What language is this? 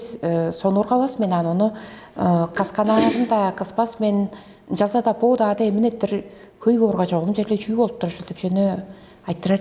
Tuvinian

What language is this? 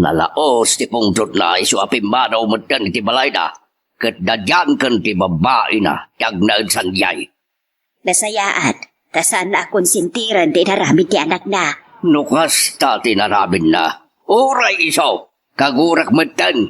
Iloko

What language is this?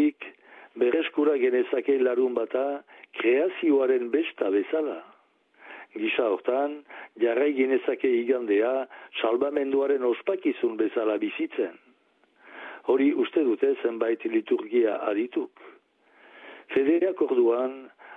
Basque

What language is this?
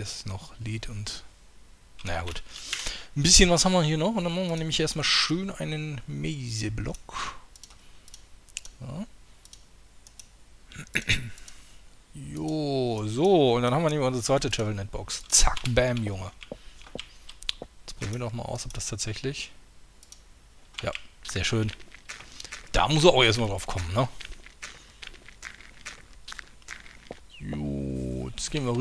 German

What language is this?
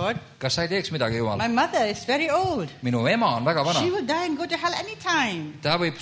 Estonian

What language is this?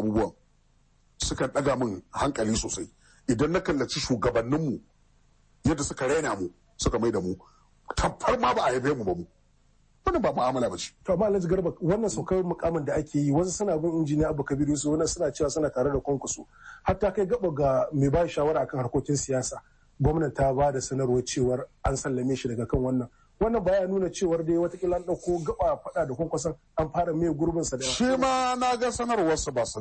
Hausa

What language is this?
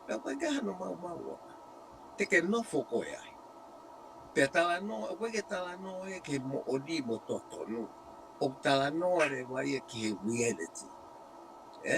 Tongan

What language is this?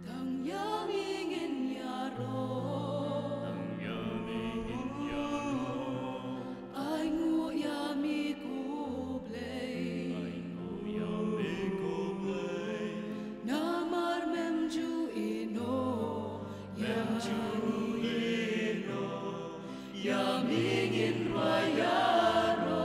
Khasi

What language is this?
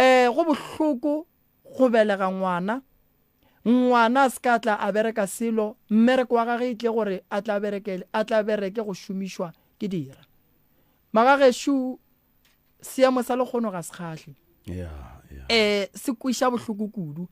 Northern Sotho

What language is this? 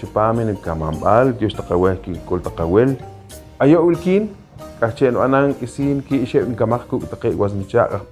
Poqomchi'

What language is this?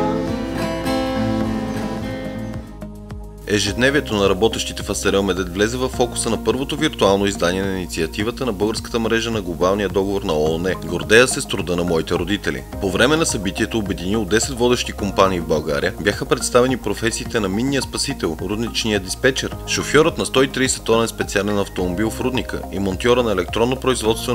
Bulgarian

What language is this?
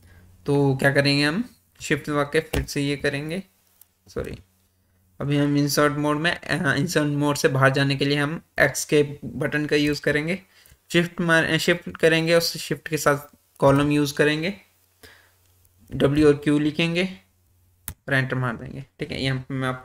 Hindi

